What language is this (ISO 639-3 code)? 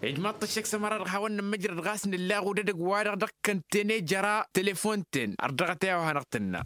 taq